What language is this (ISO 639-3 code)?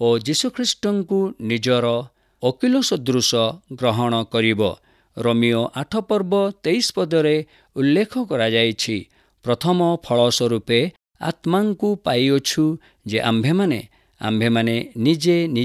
ori